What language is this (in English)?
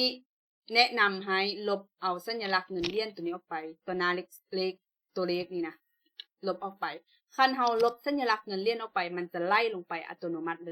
Lao